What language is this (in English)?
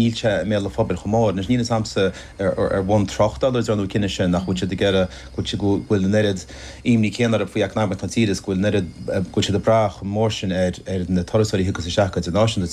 Irish